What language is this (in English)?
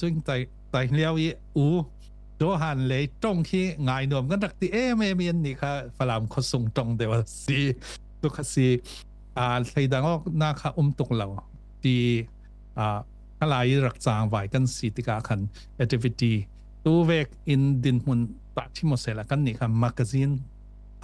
Falam Chin